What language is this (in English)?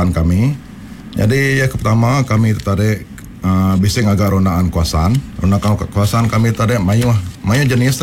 Iban